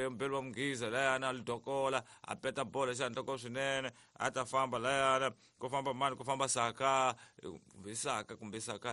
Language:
Tsonga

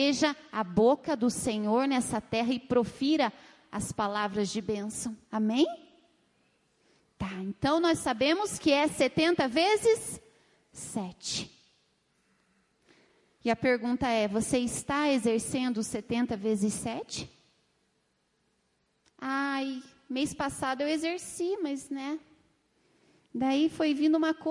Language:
Portuguese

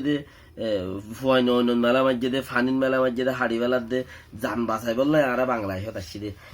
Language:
Rohingya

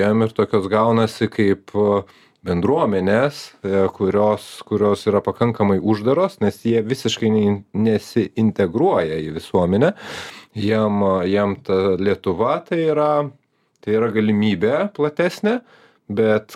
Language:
Lithuanian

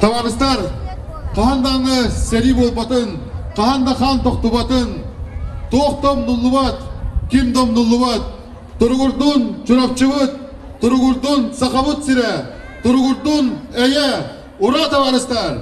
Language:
Yakut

